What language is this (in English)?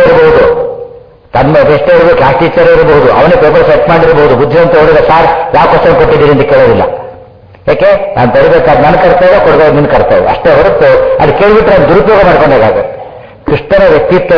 Kannada